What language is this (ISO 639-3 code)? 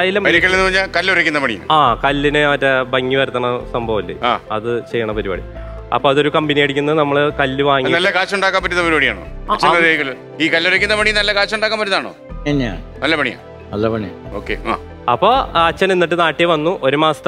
mal